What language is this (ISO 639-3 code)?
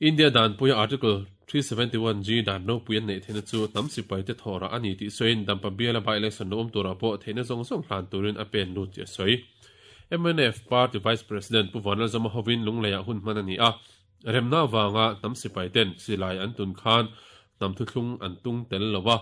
lus